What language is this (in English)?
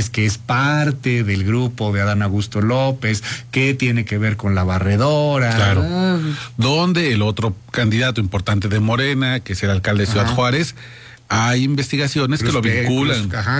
Spanish